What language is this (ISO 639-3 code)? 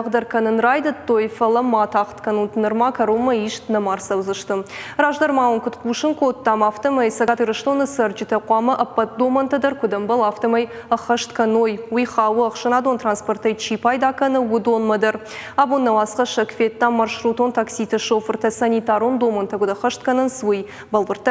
oss